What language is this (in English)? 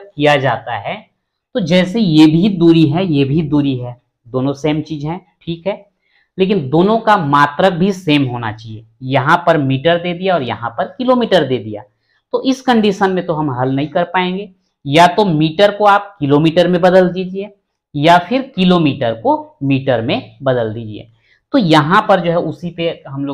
Hindi